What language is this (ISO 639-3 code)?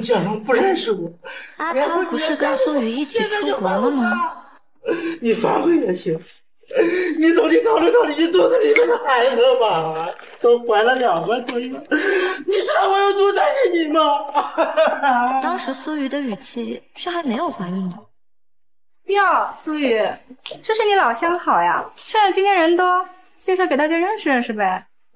zho